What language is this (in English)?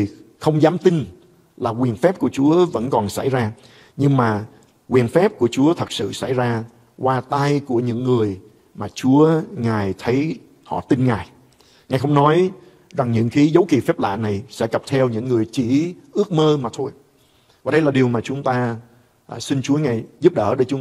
Vietnamese